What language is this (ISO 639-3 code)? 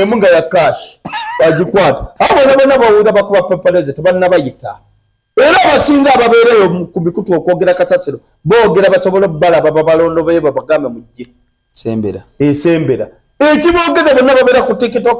lug